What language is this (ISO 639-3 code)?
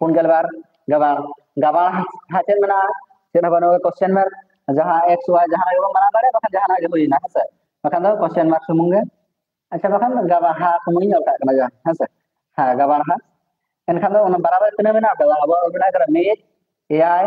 sat